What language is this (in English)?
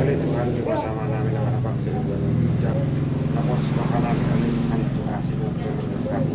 Batak Toba